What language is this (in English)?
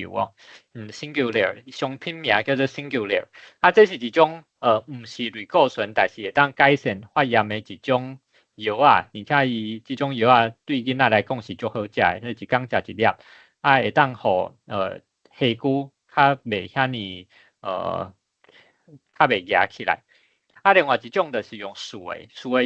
Min Nan Chinese